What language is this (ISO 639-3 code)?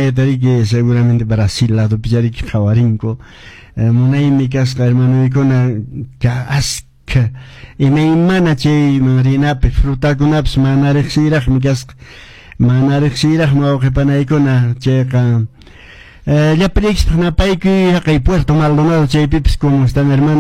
que